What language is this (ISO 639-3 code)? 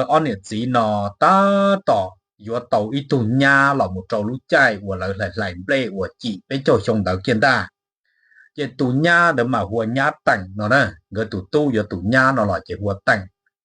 hmn